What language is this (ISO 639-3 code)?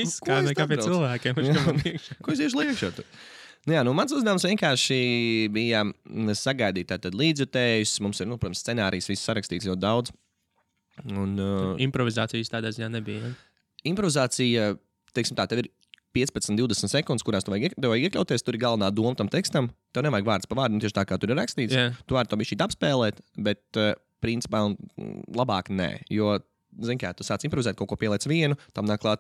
lav